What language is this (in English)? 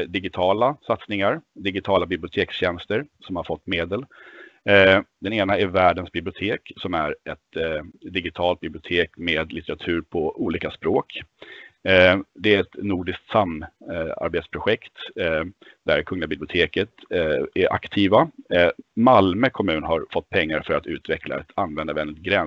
Swedish